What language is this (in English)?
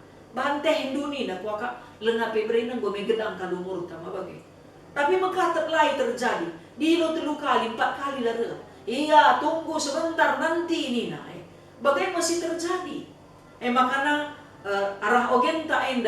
Batak Karo